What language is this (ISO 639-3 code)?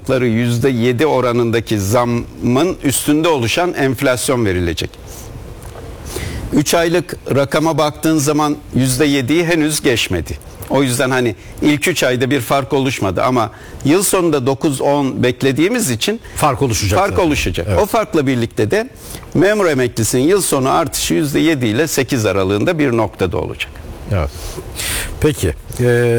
tur